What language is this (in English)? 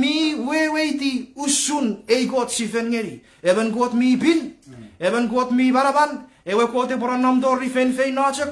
Chuukese